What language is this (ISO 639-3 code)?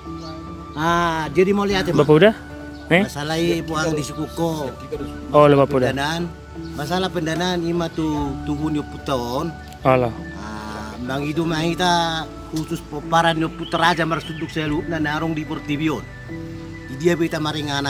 bbc